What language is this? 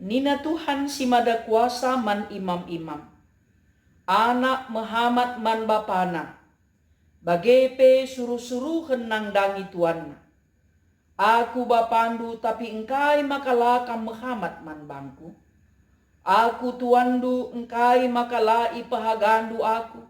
Batak Karo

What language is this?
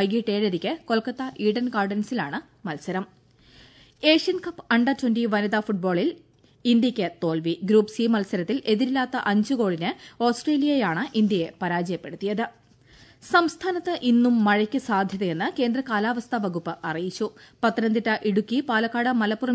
Malayalam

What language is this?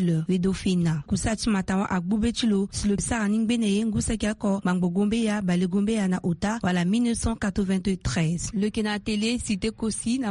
Sango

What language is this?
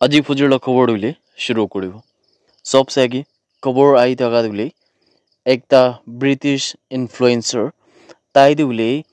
Naga Pidgin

